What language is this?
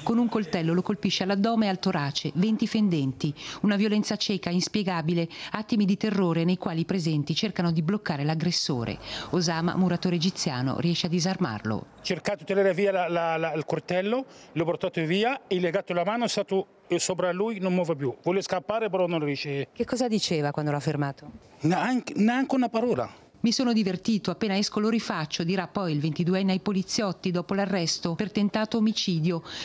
Italian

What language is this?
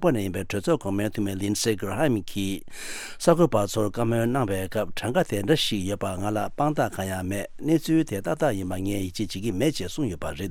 Tibetan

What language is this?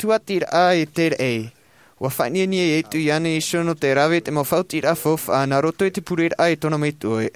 Tahitian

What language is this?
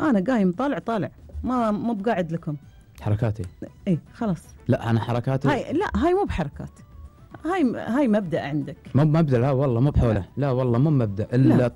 Gulf Arabic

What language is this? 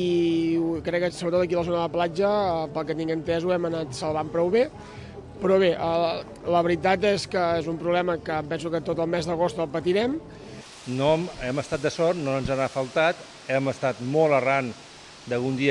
Catalan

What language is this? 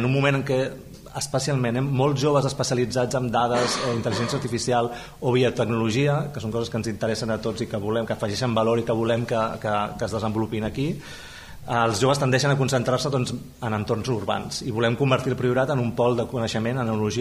Catalan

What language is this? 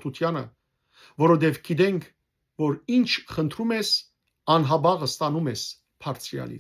Western Armenian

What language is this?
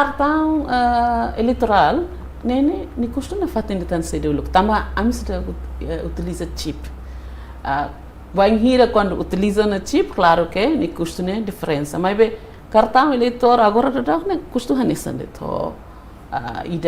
Tetum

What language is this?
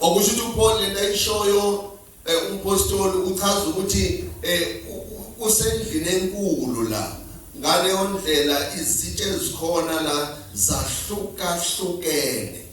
Zulu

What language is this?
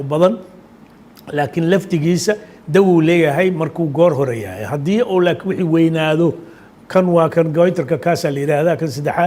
Somali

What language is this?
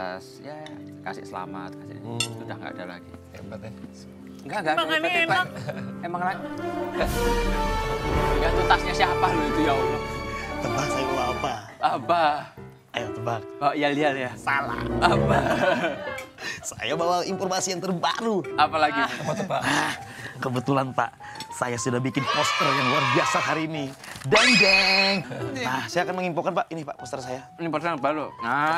Indonesian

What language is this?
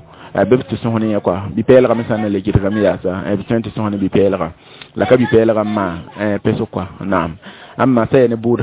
Mossi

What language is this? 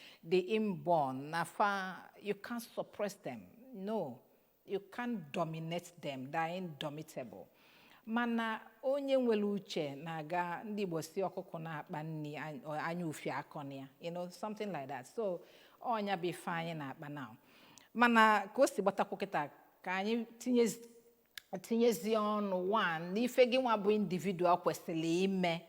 Igbo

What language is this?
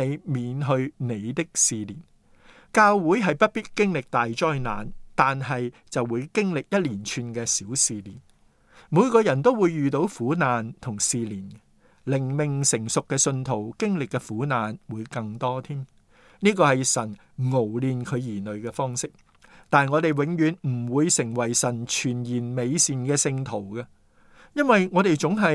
Cantonese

